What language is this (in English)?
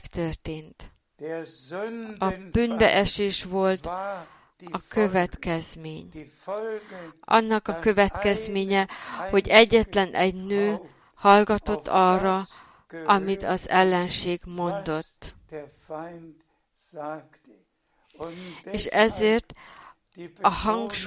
Hungarian